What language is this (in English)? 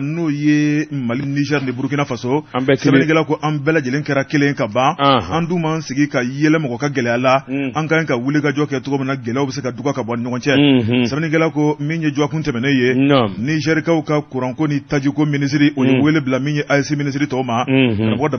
Bambara